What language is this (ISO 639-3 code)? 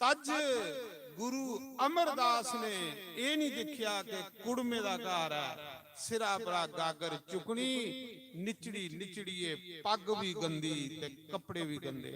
doi